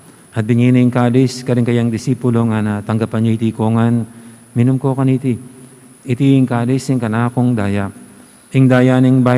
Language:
Pampanga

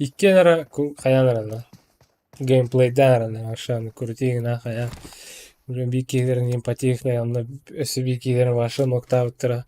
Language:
Yakut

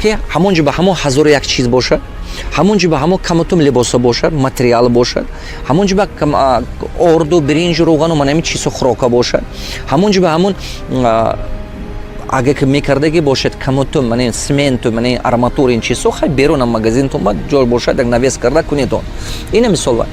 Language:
Tajik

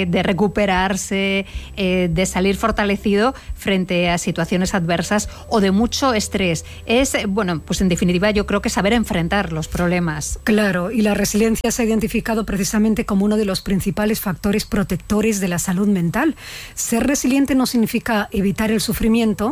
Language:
Spanish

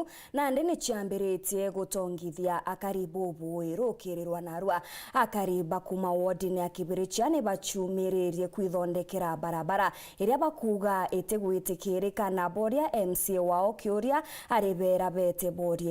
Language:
Meru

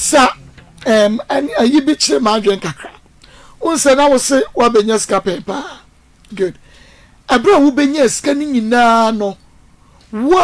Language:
Akan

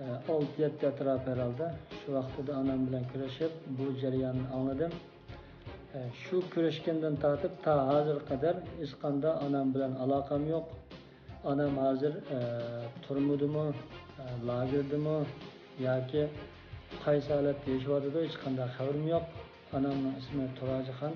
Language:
Uyghur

